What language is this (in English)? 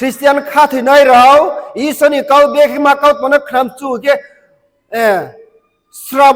Riang (India)